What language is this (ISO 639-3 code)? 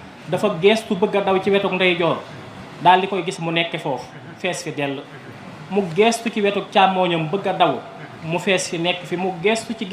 wol